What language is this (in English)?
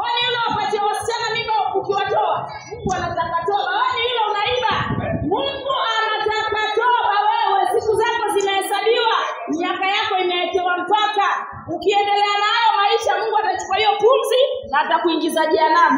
Swahili